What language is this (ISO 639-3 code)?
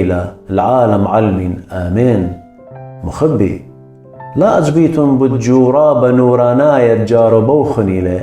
aii